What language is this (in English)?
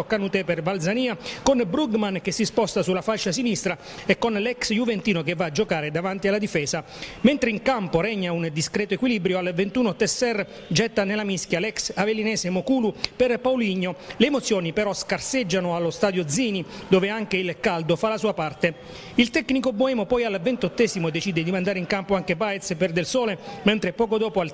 Italian